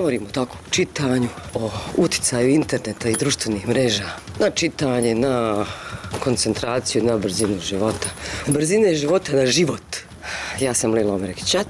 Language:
Bosnian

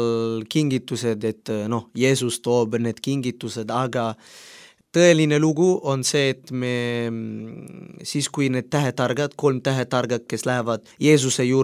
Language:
Estonian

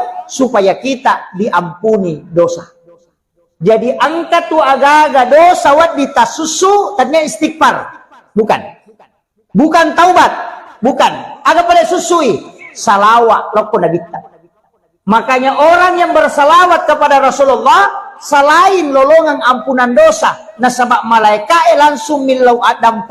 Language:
Buginese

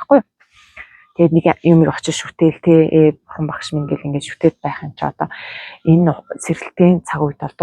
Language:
Mongolian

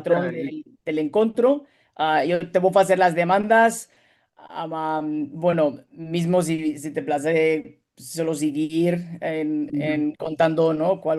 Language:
Ladino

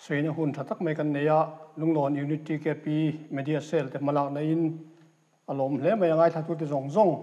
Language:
Mizo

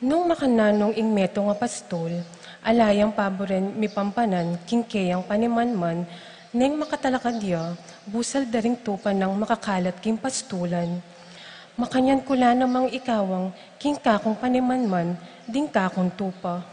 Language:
Pampanga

